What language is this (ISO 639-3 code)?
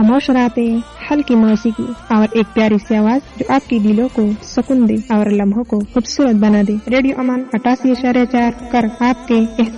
urd